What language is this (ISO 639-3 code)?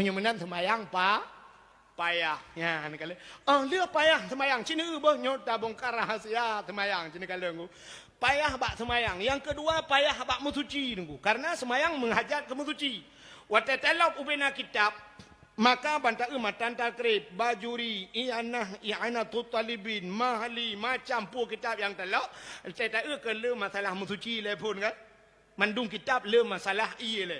ace